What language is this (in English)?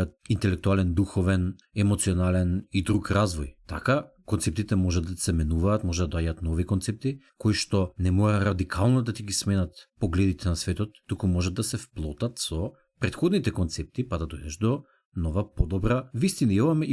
Macedonian